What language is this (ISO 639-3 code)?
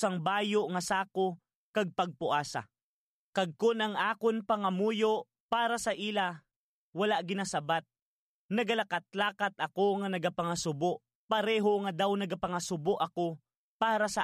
hil